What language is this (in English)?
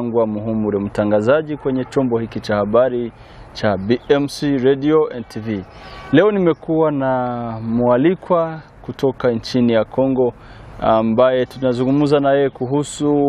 Swahili